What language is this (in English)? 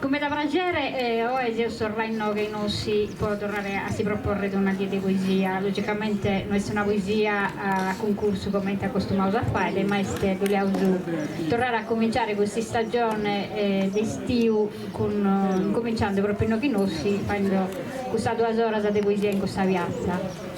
Sardinian